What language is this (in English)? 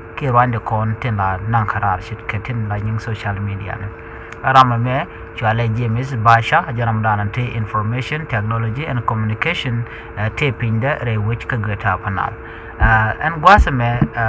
Nuer